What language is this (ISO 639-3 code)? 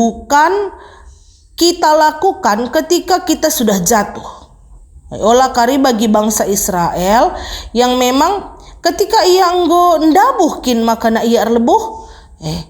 btx